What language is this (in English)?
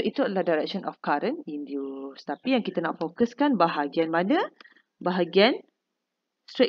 Malay